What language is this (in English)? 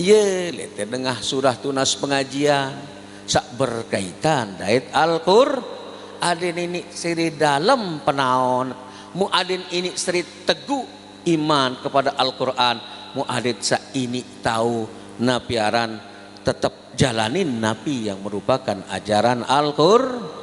Sasak